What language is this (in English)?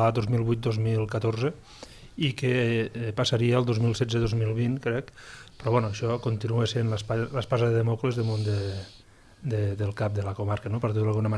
Catalan